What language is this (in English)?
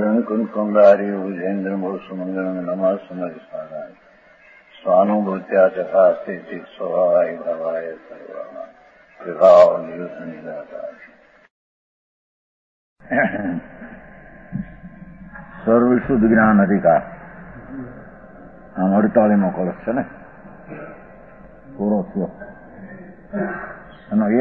Gujarati